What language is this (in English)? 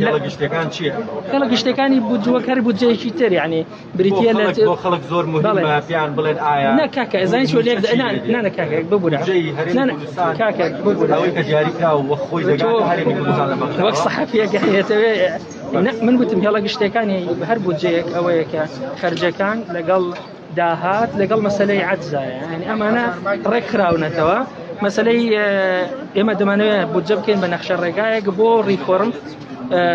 Central Kurdish